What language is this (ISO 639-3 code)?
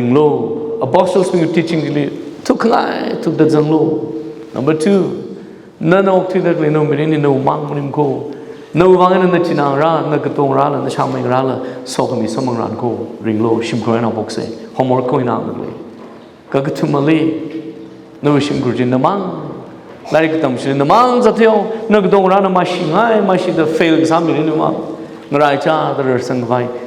nmf